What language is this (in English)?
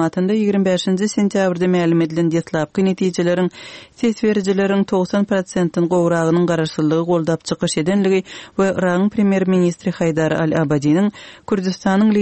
Turkmen